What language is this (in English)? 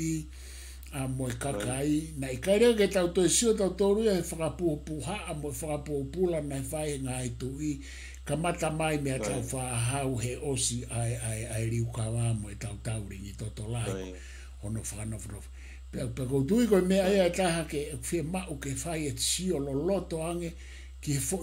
Tongan